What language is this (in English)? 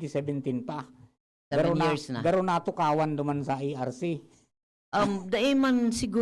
Bikol